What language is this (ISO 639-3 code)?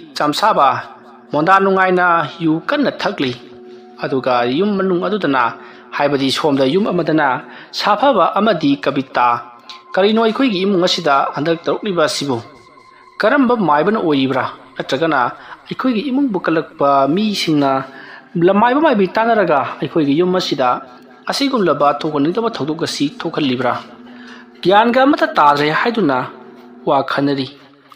mni